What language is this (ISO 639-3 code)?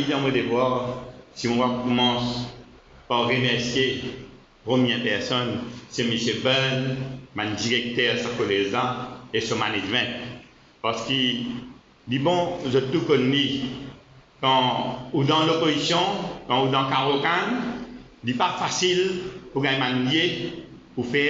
mfe